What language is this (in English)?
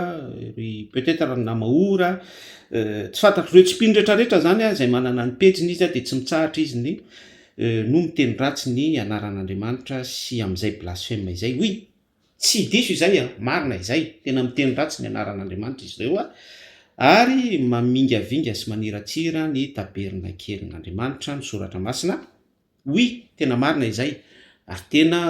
Malagasy